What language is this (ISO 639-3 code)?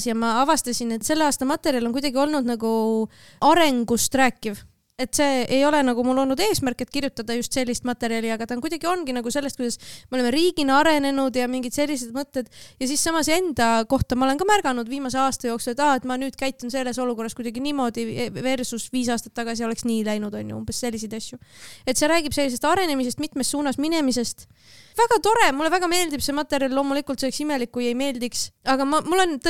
est